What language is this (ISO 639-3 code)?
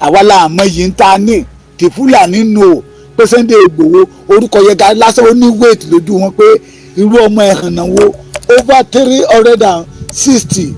yor